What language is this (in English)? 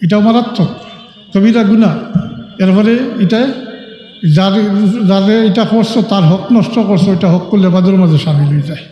Sylheti